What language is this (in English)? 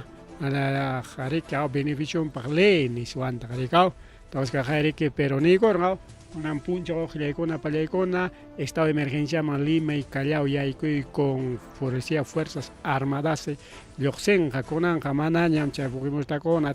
Ayacucho Quechua